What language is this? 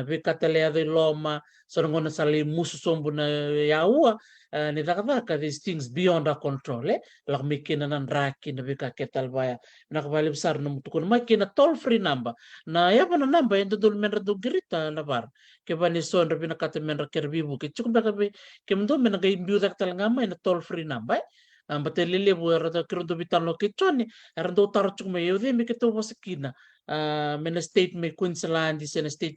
Fijian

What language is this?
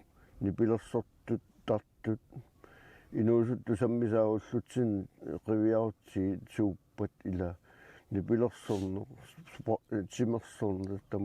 Kalaallisut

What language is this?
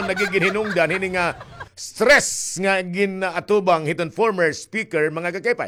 Waray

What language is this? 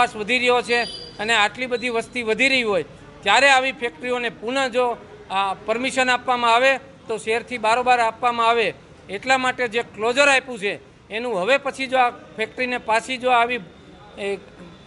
Gujarati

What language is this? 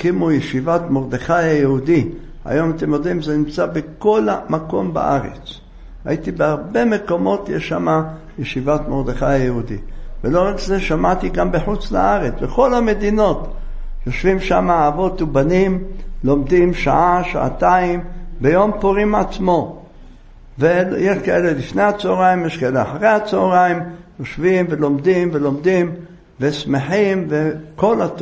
Hebrew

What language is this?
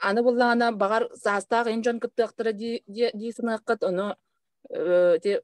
Yakut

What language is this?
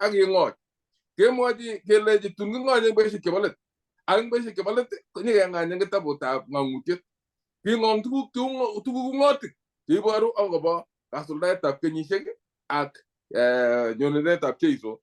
Kalenjin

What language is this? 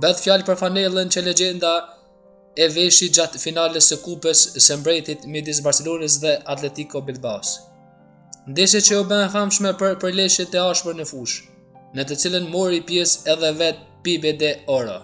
Albanian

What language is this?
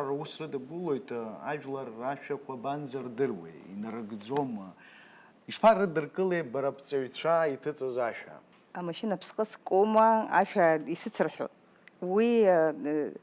Abkhazian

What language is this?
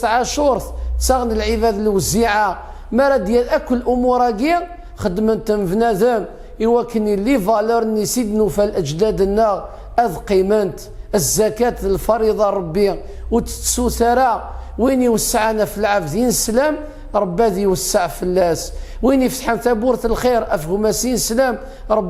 Kabyle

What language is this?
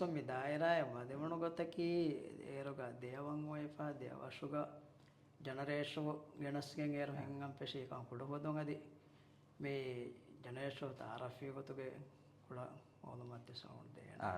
Divehi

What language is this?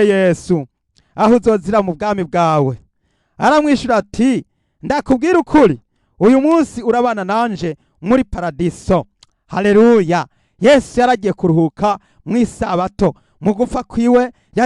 Rundi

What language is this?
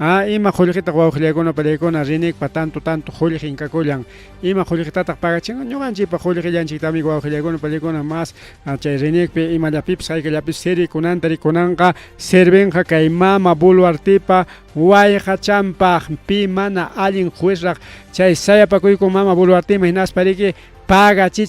Ayacucho Quechua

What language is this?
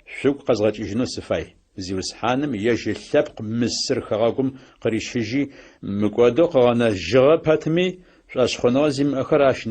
Adyghe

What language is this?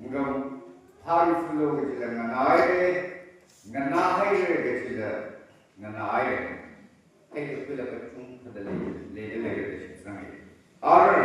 Tangkhul Naga (India)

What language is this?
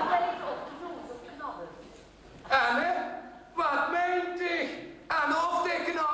Limburgish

